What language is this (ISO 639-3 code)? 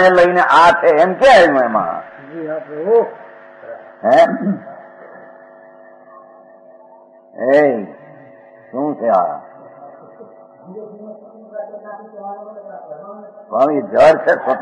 guj